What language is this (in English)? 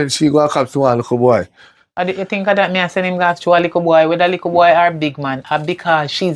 Jamaican Creole English